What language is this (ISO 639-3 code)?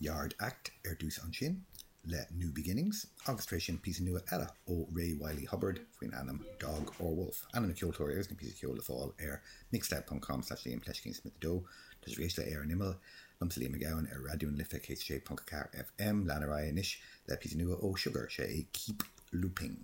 gle